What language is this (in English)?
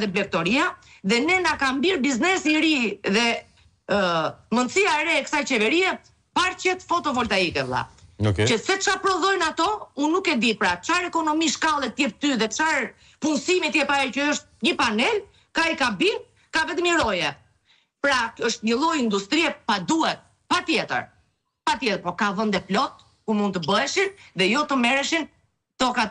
Albanian